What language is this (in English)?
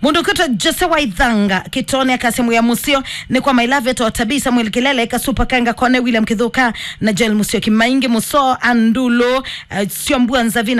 Kamba